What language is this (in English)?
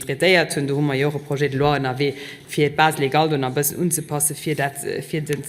Luxembourgish